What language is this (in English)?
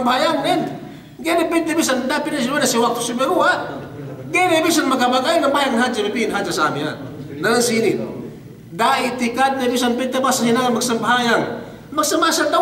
Yakan